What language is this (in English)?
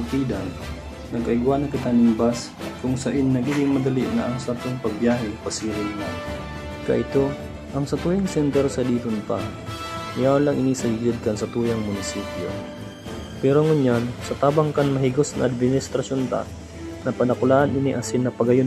Bikol